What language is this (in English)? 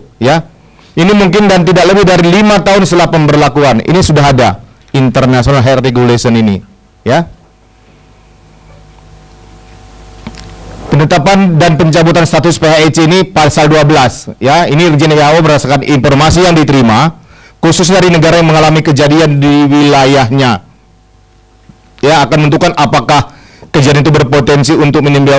Indonesian